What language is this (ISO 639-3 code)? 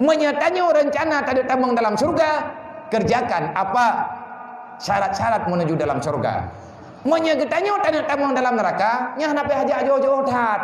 ace